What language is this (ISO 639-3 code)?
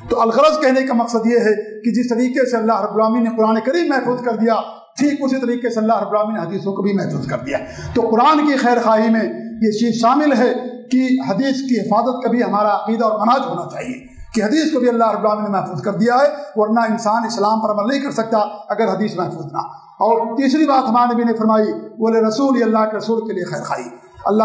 urd